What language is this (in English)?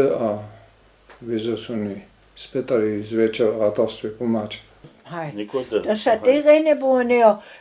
Upper Sorbian